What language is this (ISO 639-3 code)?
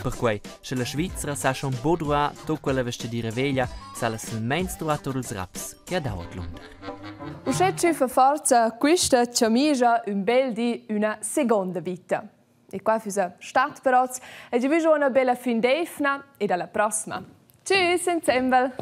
roh